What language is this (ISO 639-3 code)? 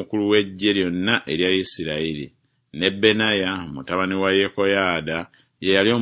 lug